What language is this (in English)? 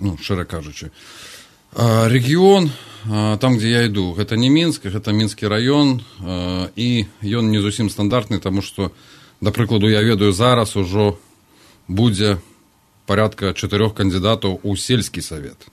Belarusian